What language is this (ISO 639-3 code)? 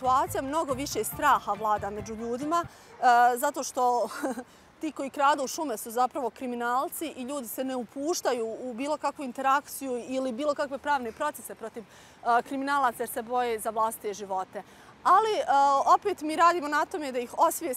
bos